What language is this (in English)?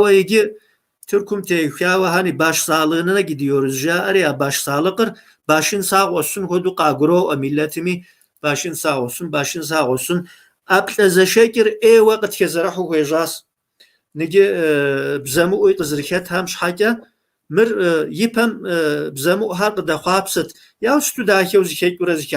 Kabardian